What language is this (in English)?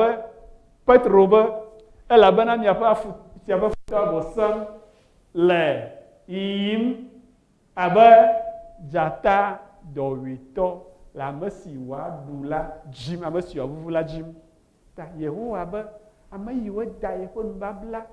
Ewe